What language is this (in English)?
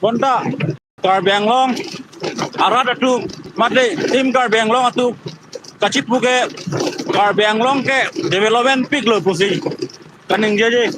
Karbi